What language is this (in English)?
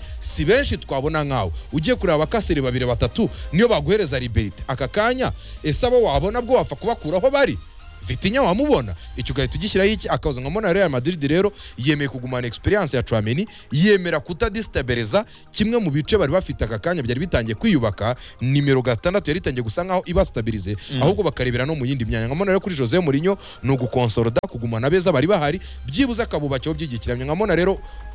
Kinyarwanda